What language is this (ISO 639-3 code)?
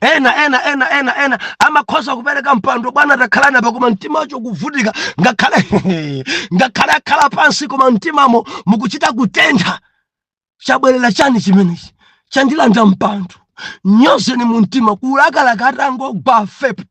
nya